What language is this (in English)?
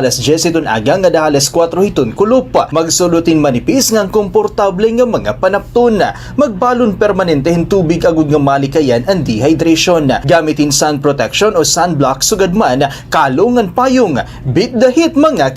Waray